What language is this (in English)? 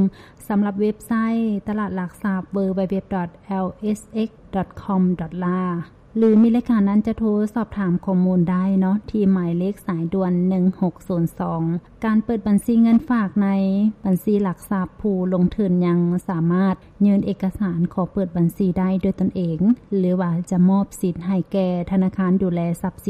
Lao